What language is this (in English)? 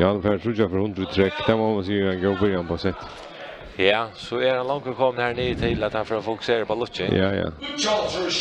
Faroese